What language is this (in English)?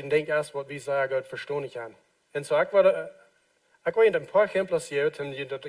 Plautdietsch